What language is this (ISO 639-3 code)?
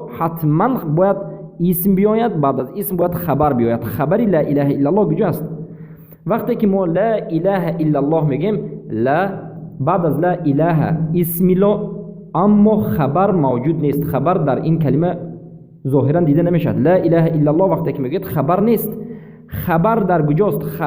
fas